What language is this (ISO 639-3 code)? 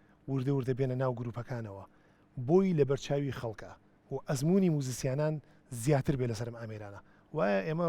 ckb